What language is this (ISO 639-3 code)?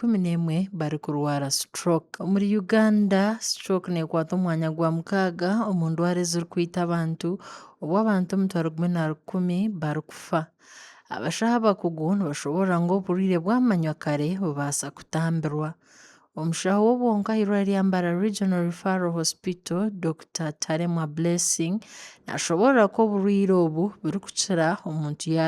nyn